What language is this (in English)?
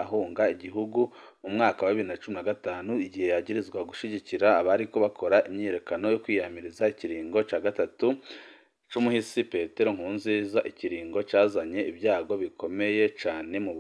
Rundi